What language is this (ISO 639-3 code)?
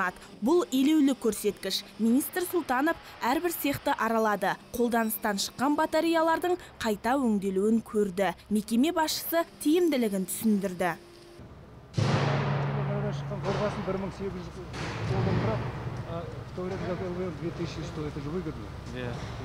kaz